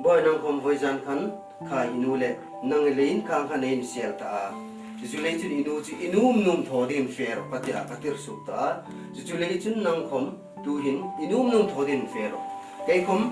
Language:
Hmar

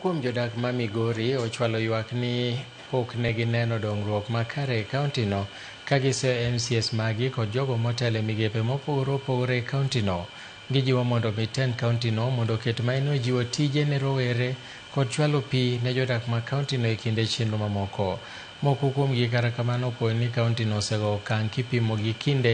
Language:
Luo (Kenya and Tanzania)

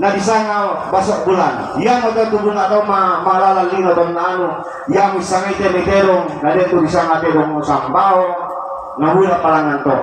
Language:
Toraja-Sa'dan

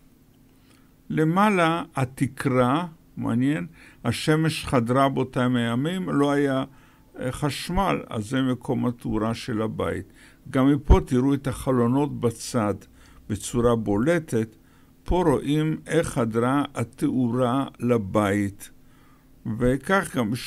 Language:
Hebrew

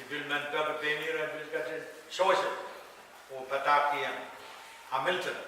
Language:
Pohnpeian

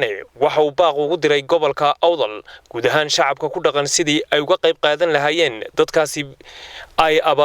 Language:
Somali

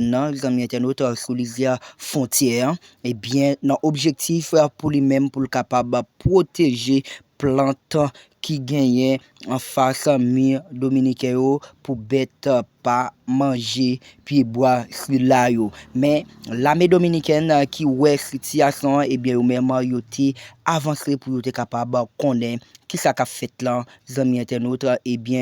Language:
Haitian Creole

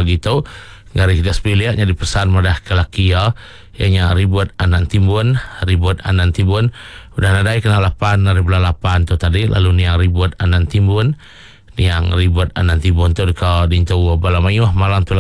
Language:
Iban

